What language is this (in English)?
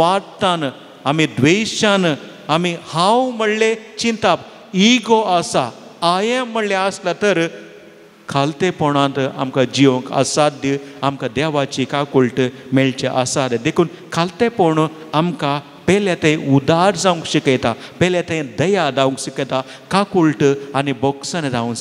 Konkani